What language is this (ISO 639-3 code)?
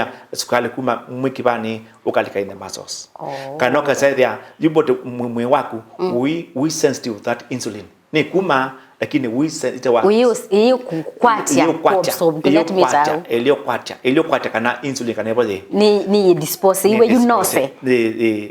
kam